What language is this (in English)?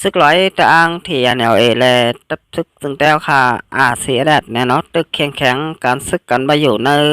Shan